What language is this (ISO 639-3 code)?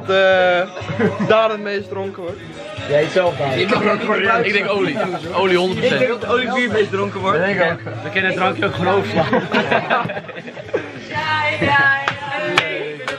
nld